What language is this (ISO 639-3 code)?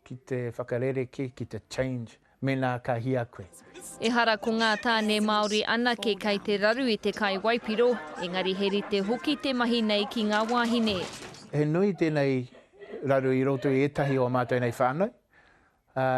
mri